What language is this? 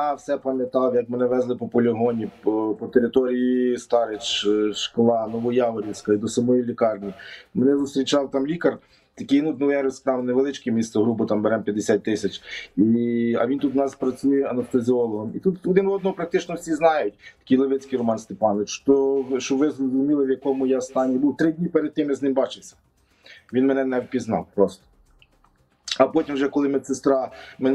Ukrainian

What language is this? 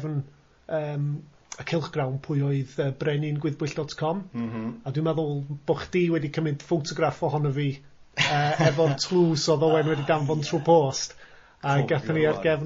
Welsh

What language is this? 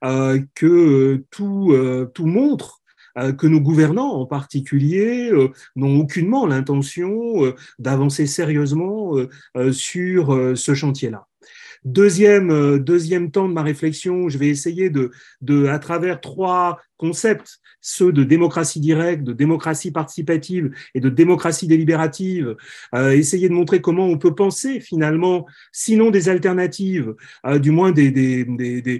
French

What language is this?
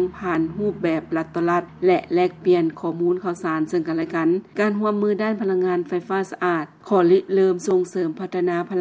Lao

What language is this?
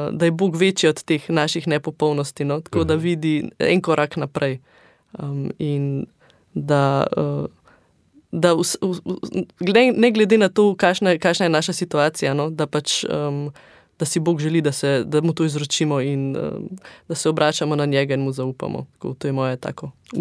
Slovenian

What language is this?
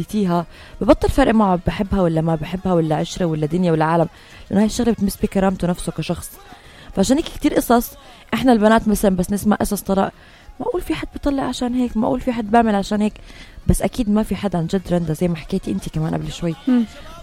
North Levantine Arabic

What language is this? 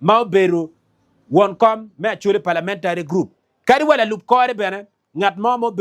Acoli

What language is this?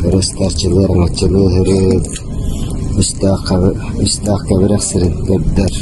Yakut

